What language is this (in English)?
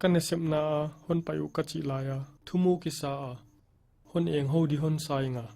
Paite Chin